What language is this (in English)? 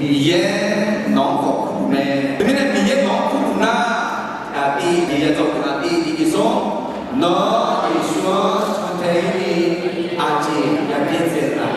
Akha